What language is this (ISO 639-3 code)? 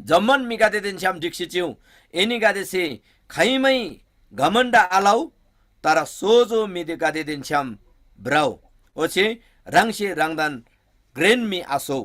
taj